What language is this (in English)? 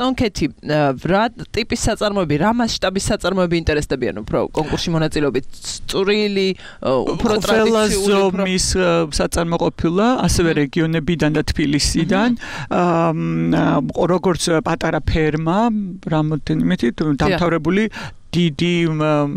Georgian